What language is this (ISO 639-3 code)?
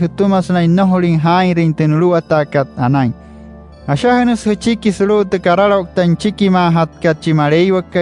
guc